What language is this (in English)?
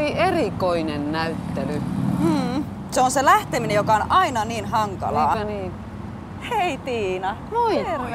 Finnish